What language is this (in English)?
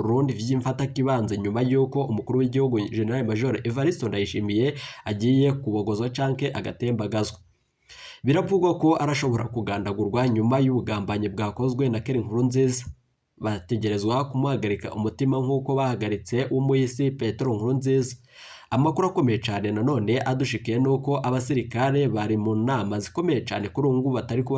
Rundi